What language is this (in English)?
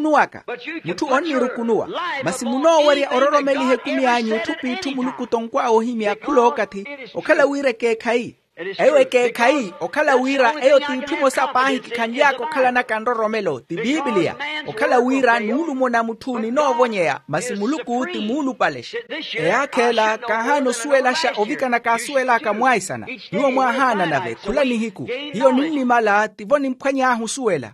Makhuwa